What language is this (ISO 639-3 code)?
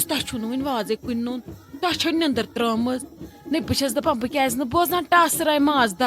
kas